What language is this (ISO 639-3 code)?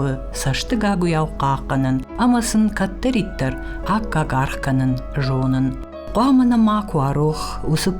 oss